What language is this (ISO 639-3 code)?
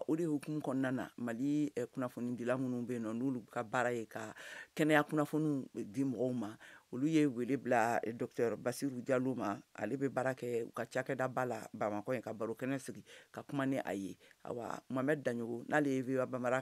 bam